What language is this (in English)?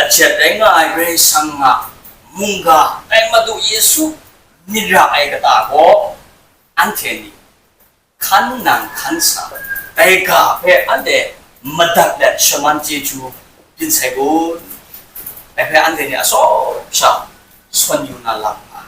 Kachin